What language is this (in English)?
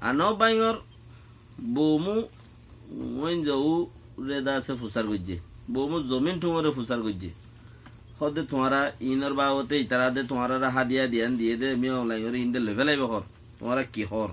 Rohingya